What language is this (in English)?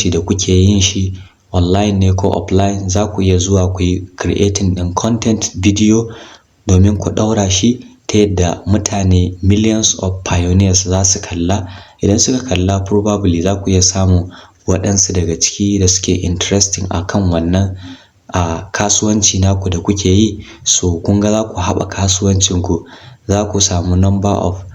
Hausa